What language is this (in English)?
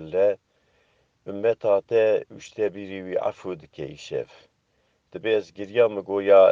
Kurdish